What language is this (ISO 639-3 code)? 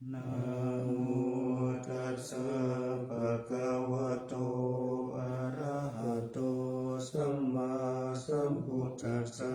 pli